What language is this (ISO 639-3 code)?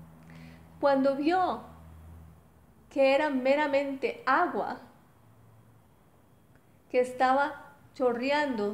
spa